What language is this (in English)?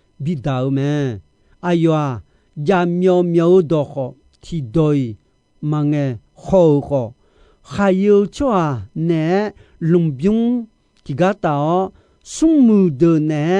Akha